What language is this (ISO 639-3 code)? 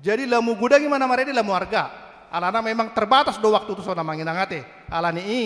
bbc